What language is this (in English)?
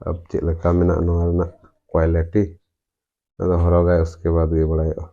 Santali